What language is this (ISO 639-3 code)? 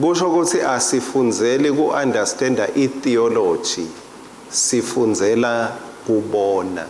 ssw